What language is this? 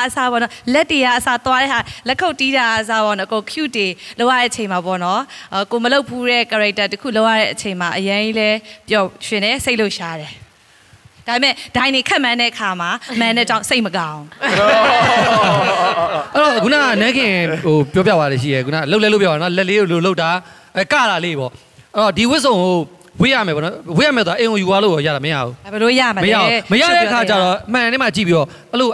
Burmese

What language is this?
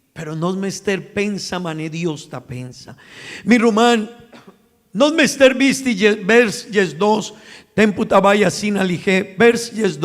Papiamento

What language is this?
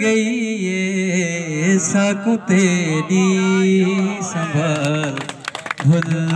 Saraiki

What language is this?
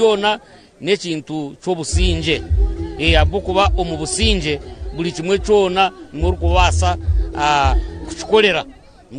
Nyankole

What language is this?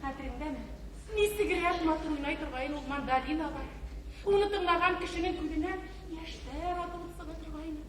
Bashkir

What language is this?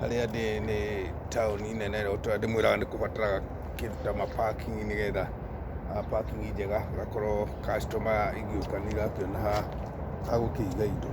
Kikuyu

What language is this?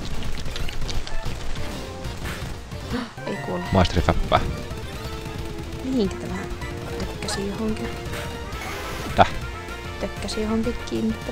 Finnish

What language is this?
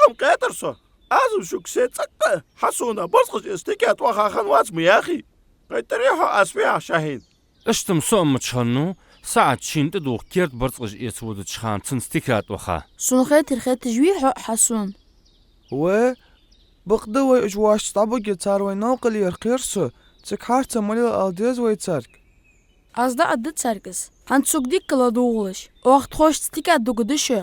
Ingush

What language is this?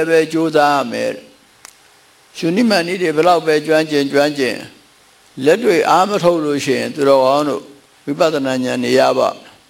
Burmese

